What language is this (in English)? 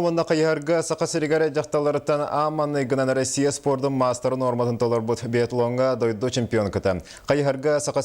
Yakut